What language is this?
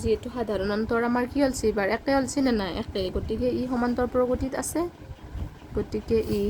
Assamese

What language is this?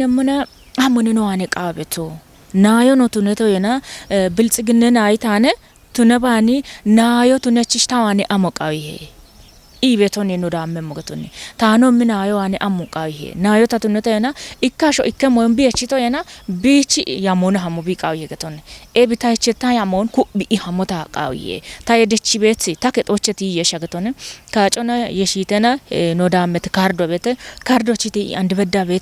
Kafa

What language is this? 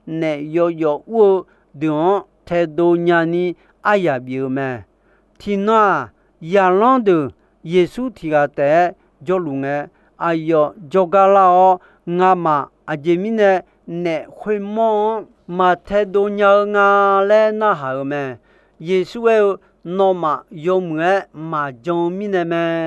Akha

